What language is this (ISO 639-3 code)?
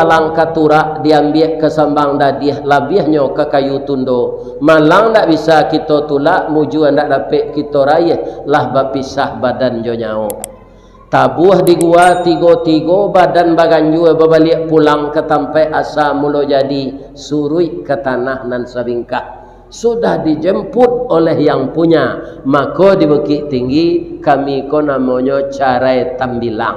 min